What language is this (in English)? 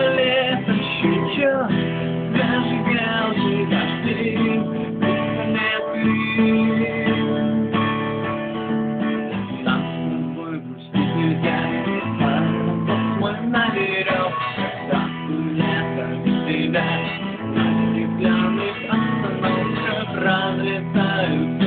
Russian